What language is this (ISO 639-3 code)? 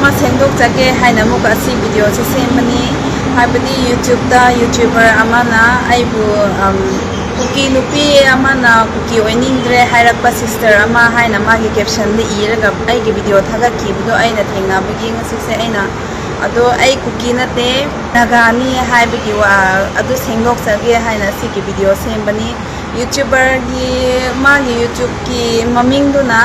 mni